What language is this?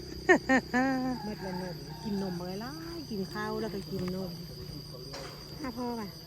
Lao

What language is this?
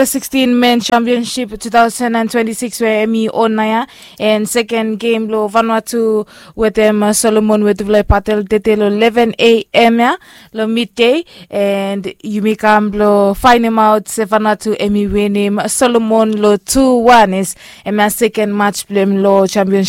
Bislama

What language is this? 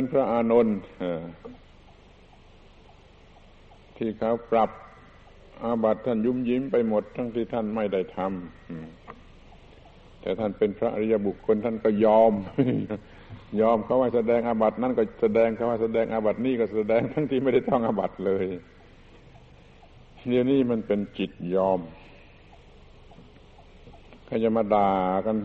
Thai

